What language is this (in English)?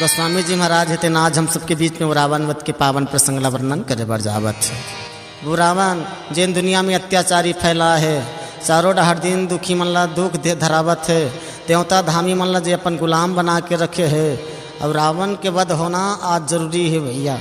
Chhattisgarhi